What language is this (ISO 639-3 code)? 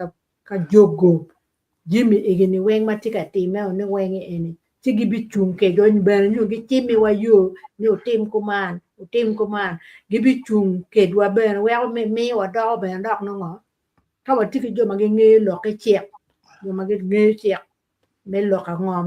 ach